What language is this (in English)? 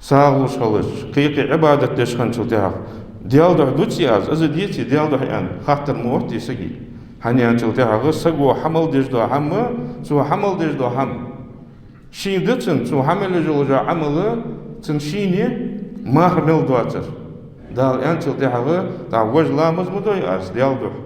Ingush